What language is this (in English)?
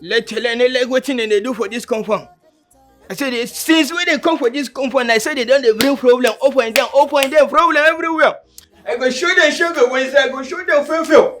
Nigerian Pidgin